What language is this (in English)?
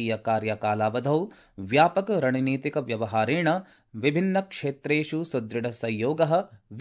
Sanskrit